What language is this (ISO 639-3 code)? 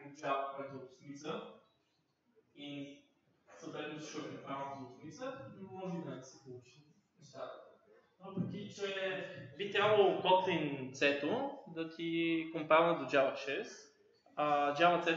bul